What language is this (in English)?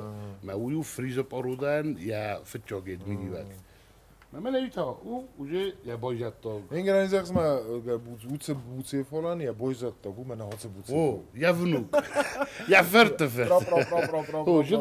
Ossetic